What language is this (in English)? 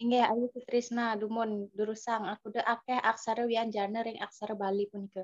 Balinese